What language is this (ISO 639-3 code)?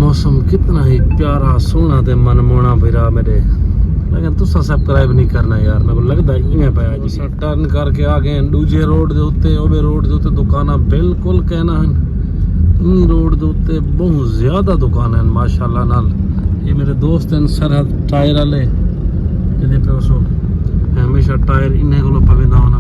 skr